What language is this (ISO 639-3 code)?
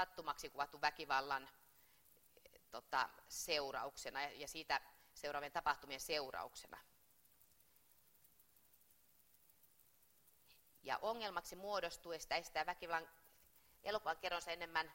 fin